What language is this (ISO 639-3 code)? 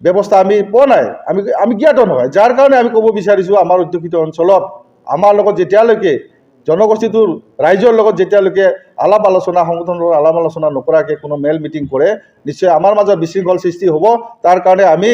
asm